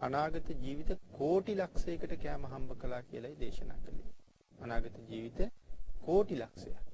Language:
Sinhala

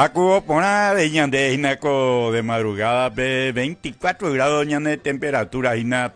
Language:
Guarani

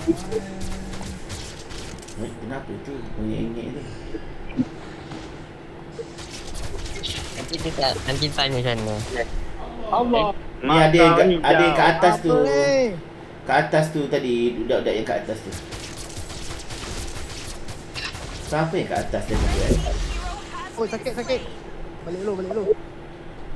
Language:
Malay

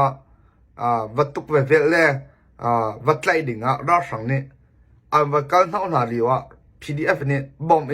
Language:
Hakha Chin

